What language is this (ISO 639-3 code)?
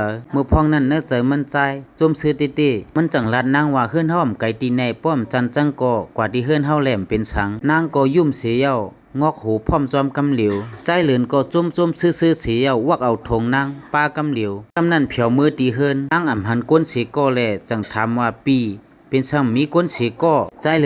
lao